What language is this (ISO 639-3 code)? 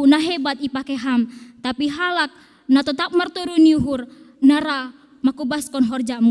bts